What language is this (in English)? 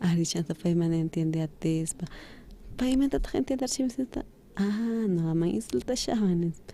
South Bolivian Quechua